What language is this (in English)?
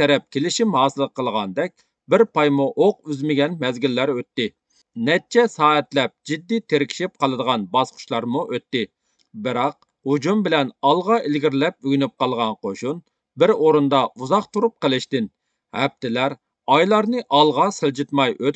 Uyghur